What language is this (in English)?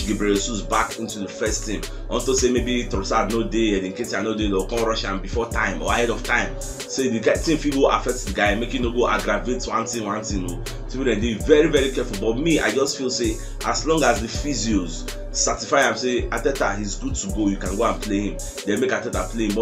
Nigerian Pidgin